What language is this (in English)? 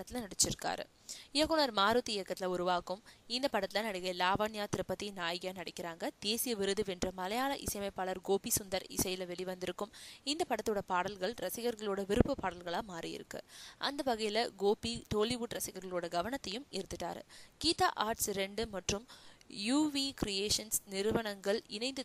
Tamil